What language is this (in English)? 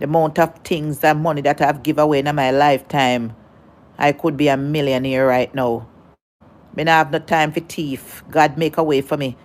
Jamaican Creole English